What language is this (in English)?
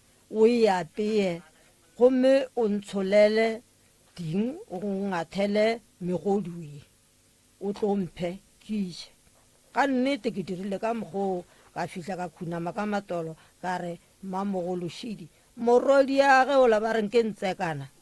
Northern Sotho